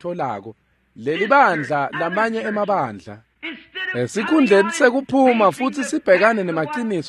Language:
Swati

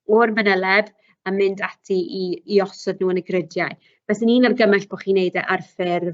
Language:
Welsh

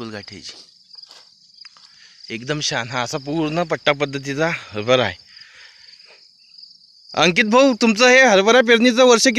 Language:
Marathi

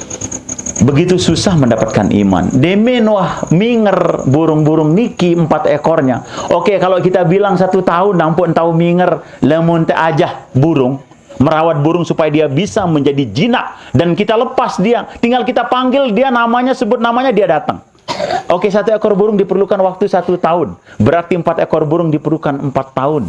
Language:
Sasak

